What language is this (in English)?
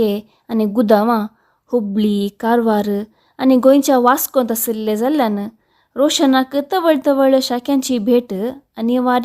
Konkani